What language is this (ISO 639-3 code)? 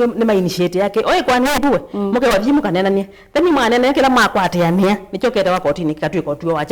kam